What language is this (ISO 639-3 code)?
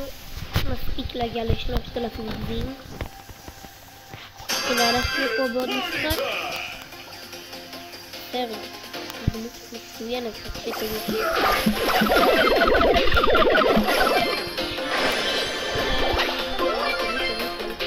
heb